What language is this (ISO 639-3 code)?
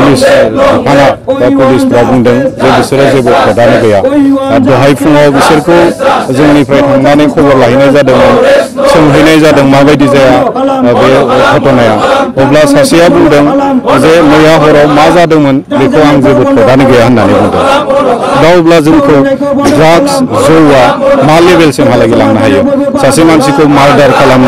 brx